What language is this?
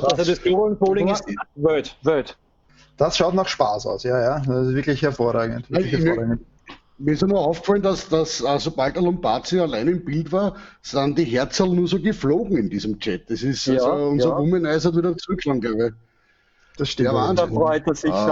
Bavarian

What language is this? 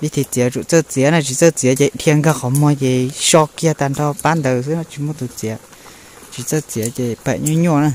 Hmong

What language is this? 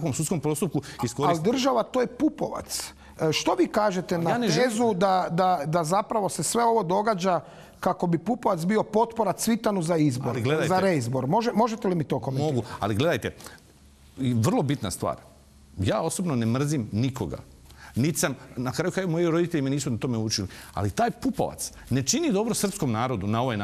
Croatian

